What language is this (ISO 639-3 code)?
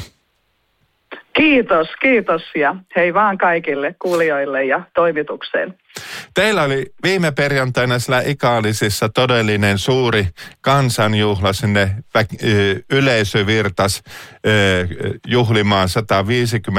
fin